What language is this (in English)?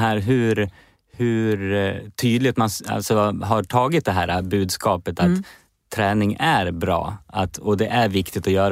Swedish